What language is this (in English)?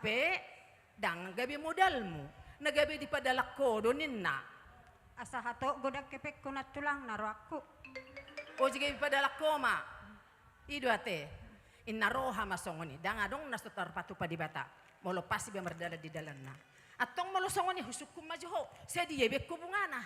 Batak Toba